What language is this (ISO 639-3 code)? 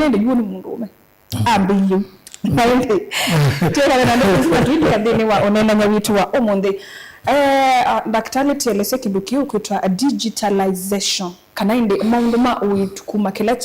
kam